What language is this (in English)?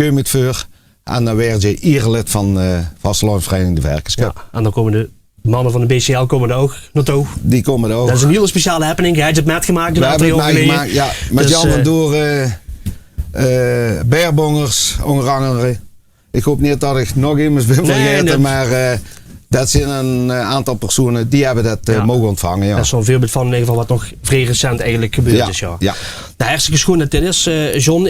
Limburgish